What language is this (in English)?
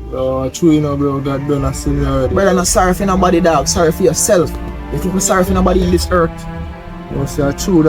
Jamaican Creole English